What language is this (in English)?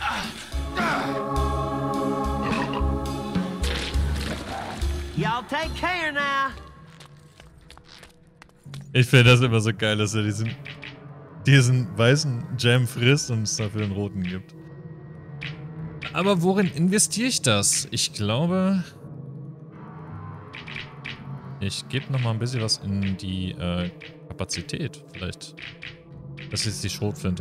German